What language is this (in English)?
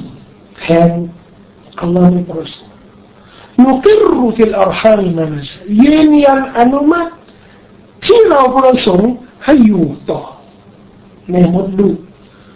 Thai